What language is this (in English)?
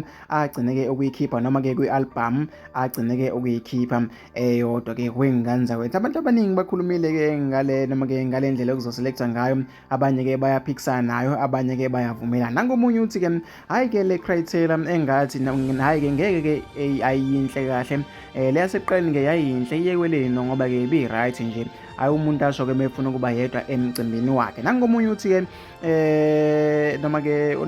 Zulu